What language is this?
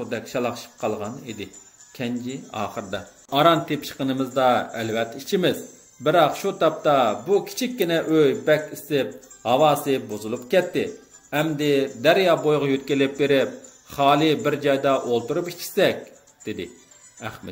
Uyghur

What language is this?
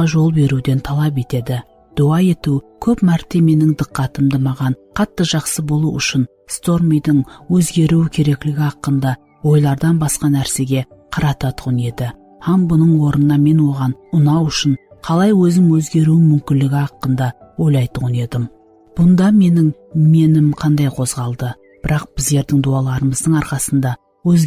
Kara-Kalpak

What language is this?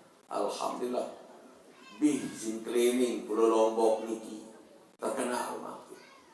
Sasak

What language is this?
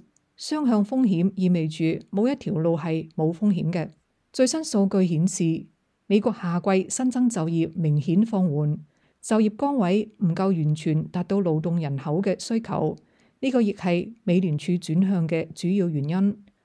Cantonese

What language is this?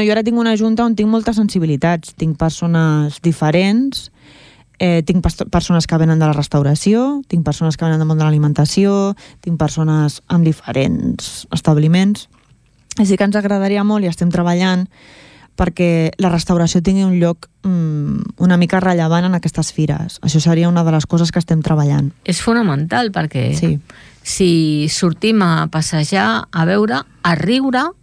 Catalan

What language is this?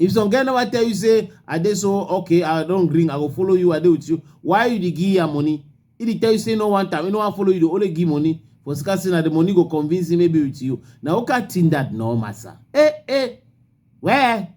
Cameroon Pidgin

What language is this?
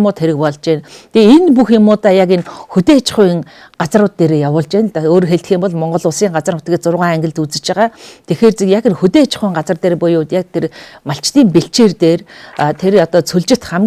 Mongolian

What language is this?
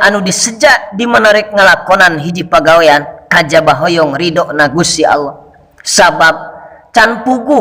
Sundanese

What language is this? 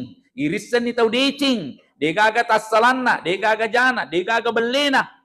Buginese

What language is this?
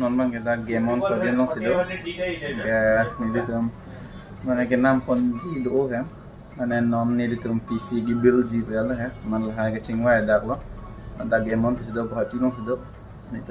Karbi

